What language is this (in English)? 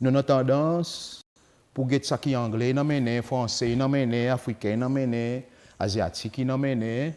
Seselwa Creole French